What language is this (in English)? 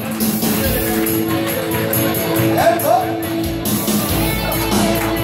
Turkish